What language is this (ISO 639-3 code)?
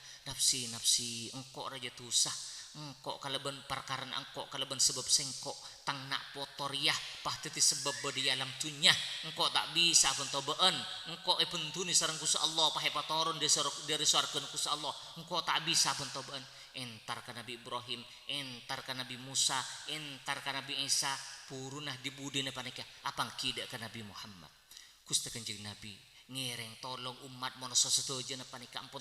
mad